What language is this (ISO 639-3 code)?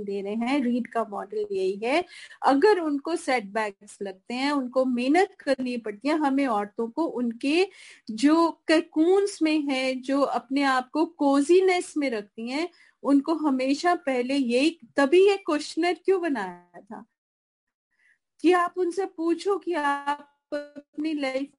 hin